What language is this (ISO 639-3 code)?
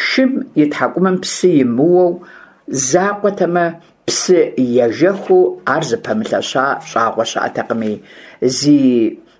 kbd